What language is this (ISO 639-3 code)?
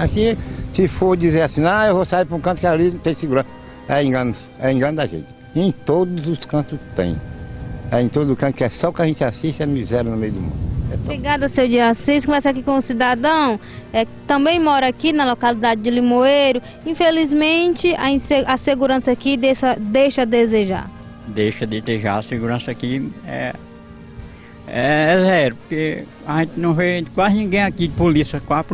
por